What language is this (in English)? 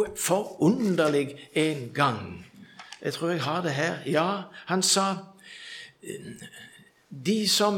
Norwegian